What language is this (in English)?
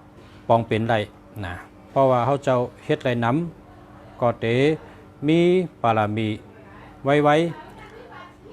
Shan